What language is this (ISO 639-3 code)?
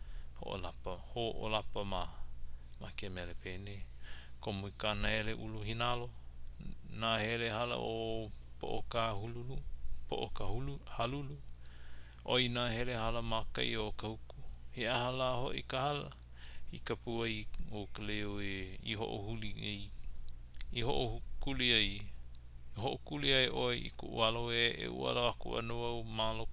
haw